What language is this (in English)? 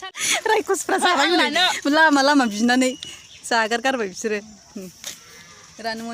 Bodo